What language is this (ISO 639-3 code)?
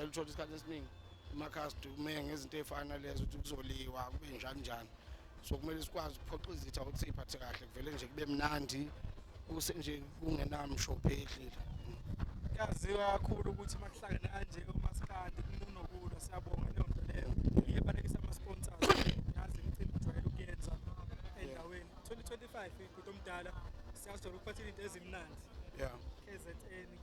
zul